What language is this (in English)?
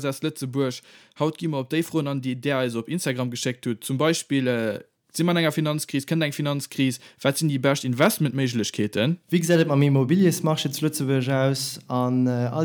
Luxembourgish